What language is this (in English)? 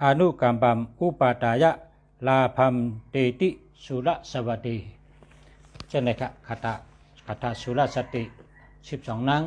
Shan